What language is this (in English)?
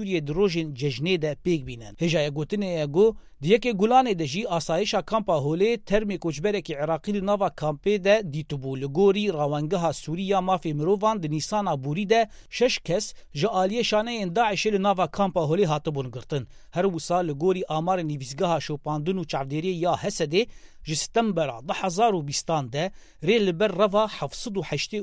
Kurdish